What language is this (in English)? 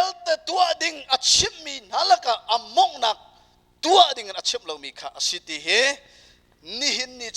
Hakha Chin